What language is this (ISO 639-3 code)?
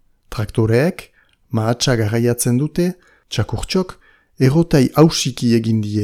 eus